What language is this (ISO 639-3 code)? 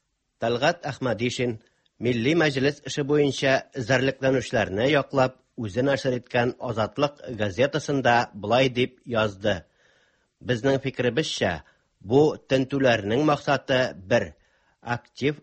tat